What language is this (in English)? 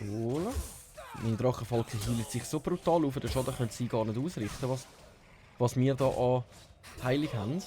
Swiss German